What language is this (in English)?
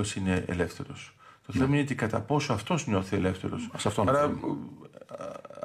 Greek